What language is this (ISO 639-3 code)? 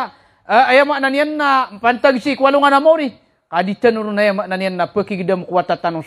mrw